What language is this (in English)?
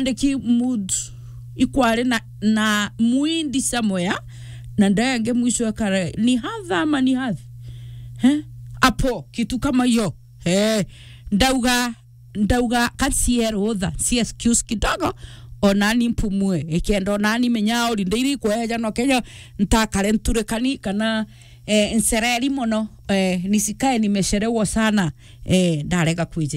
Meru